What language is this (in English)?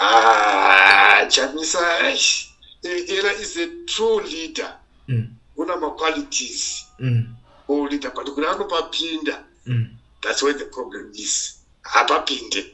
Shona